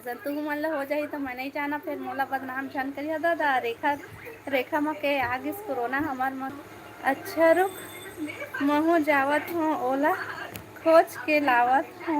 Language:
Chhattisgarhi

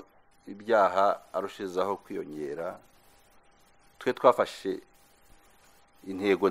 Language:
Kinyarwanda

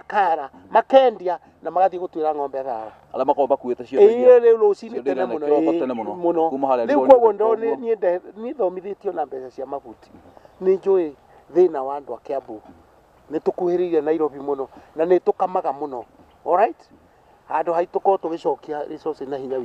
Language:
Kikuyu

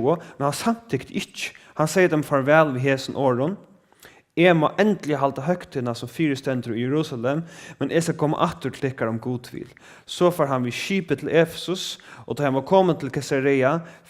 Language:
Faroese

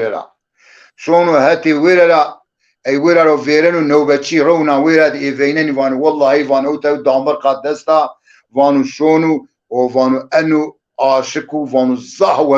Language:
Zaza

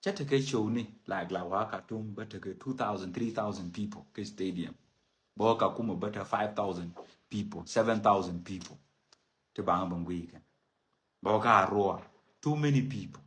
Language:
Nuer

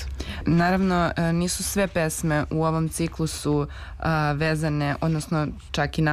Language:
Serbian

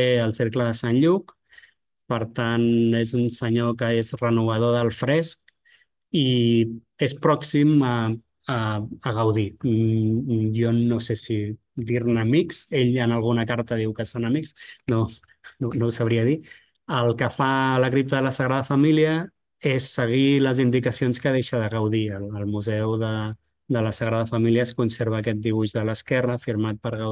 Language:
Catalan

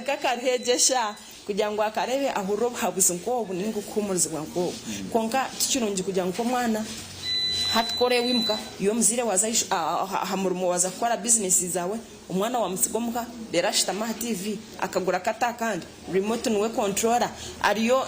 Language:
Nyankole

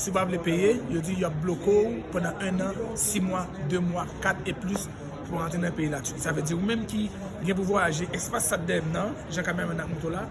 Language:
Haitian Creole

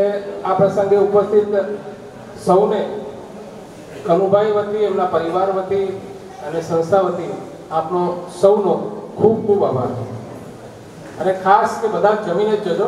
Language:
Gujarati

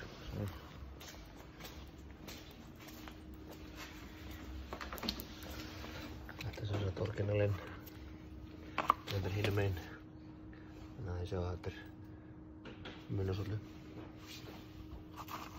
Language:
Icelandic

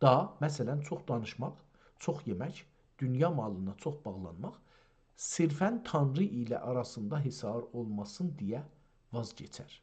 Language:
South Azerbaijani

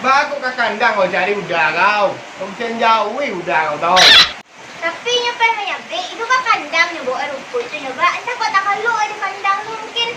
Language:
Minangkabau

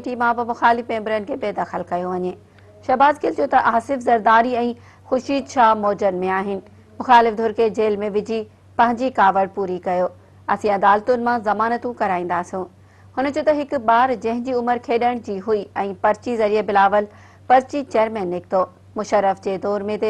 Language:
Sindhi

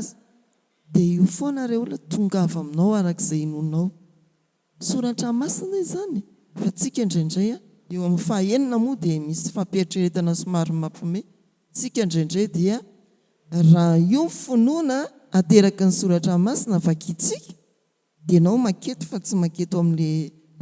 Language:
Malagasy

